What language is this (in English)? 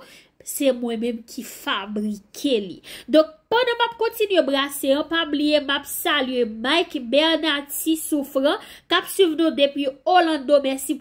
Haitian Creole